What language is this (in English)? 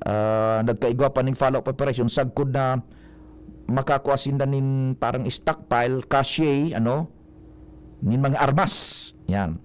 Bikol